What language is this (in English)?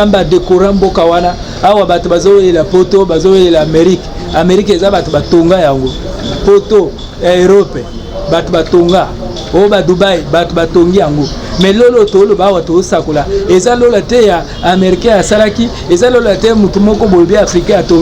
Lingala